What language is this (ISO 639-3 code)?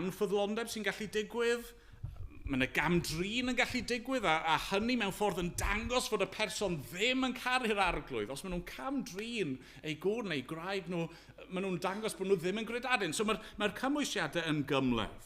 cym